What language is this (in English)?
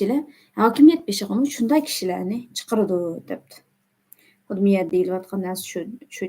Uyghur